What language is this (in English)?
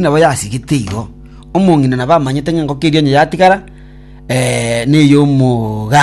Gusii